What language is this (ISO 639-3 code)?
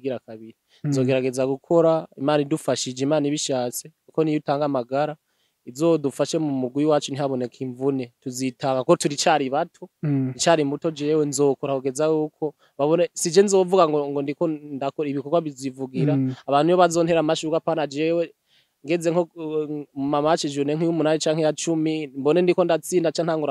run